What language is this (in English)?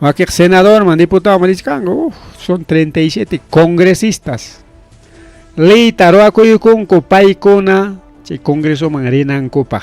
Ayacucho Quechua